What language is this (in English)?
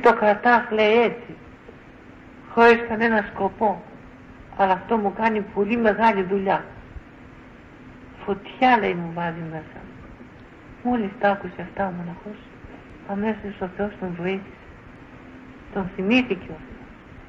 Greek